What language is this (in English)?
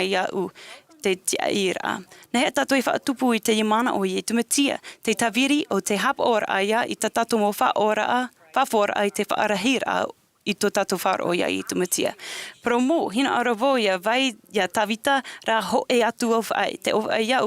Tahitian